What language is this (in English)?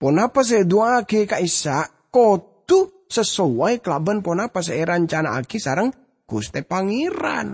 Madurese